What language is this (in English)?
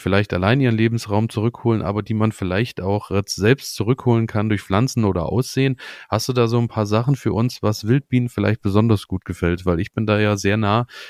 German